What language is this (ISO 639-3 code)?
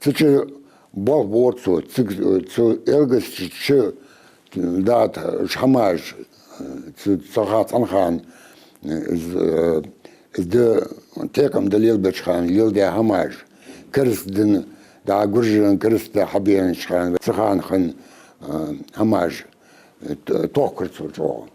inh